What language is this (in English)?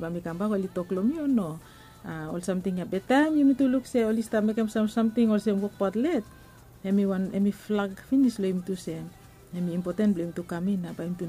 Bislama